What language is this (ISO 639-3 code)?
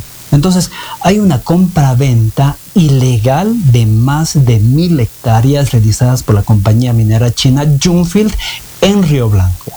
spa